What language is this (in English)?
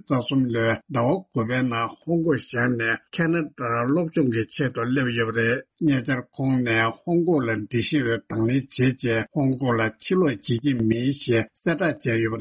Tibetan